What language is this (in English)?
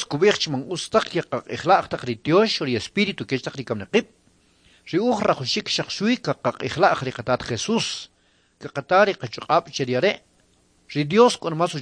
Kʼicheʼ